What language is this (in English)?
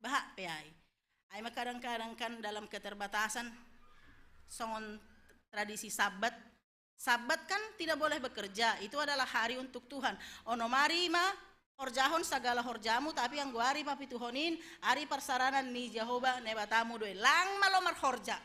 Batak Simalungun